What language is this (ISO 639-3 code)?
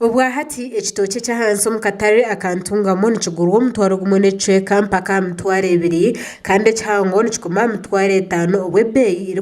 nyn